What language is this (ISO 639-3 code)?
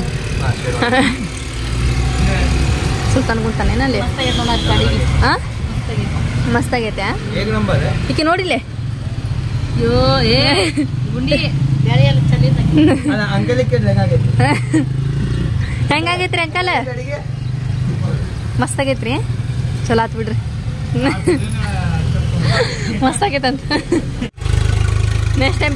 kan